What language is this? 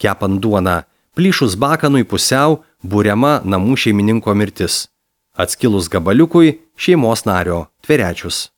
Lithuanian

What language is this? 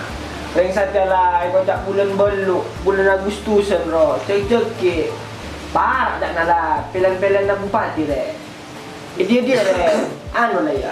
Madurese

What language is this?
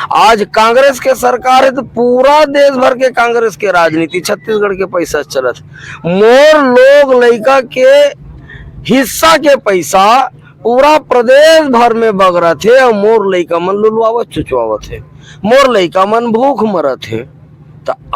Chhattisgarhi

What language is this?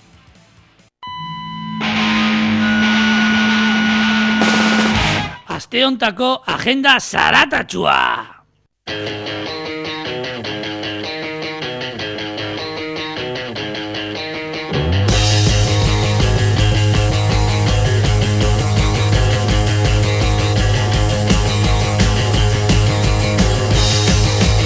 Basque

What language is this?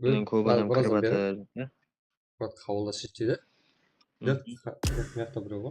Kara-Kalpak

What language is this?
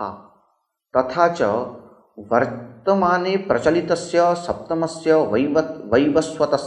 Sanskrit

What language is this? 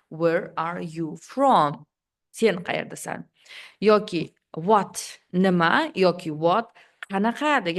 Uzbek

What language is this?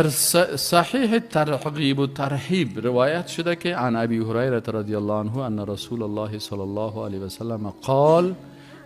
Persian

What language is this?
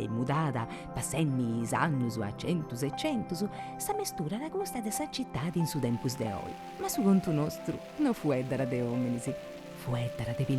Sardinian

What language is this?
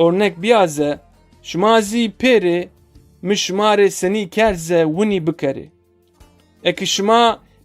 Zaza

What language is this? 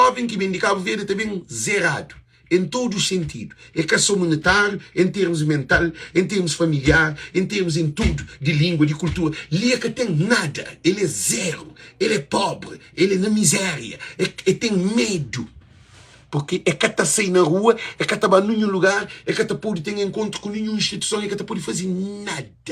Kabuverdianu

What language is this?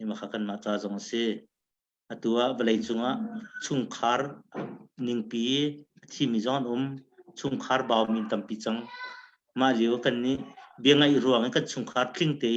Hakha Chin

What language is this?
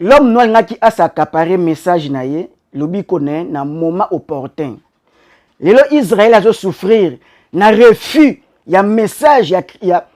Lingala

